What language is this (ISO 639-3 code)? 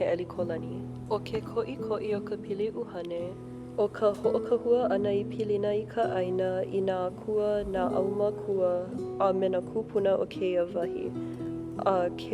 haw